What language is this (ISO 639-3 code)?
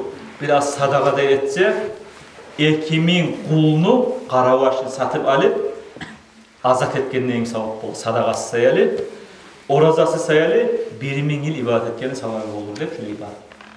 kum